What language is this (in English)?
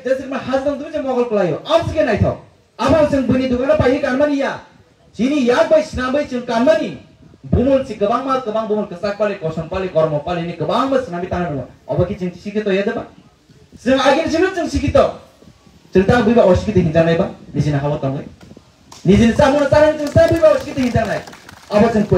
Kok Borok